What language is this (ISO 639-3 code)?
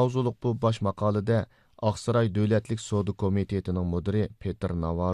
uig